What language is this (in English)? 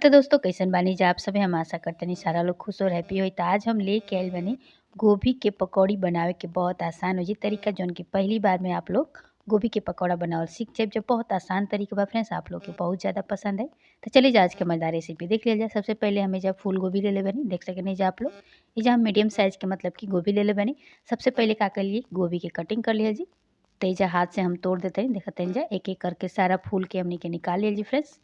Bhojpuri